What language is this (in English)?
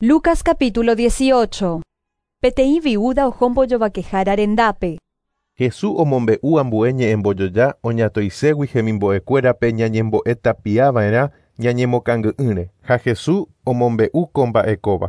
Guarani